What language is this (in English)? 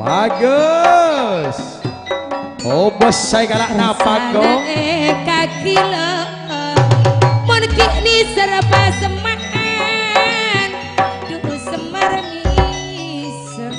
Madurese